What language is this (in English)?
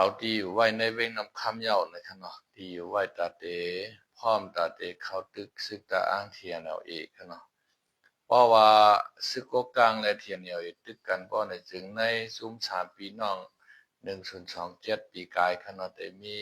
Shan